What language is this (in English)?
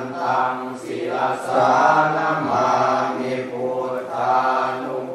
Pali